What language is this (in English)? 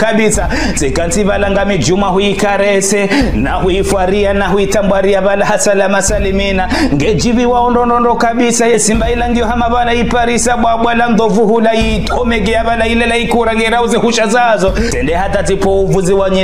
Ngazidja Comorian